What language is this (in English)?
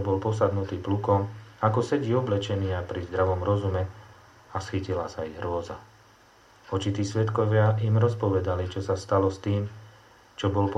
Slovak